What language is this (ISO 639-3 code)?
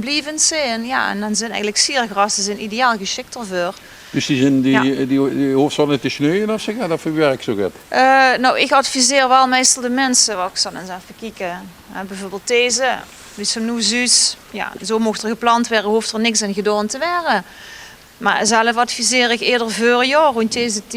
lim